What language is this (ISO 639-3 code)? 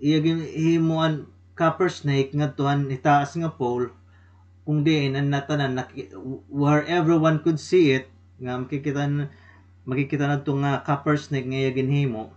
war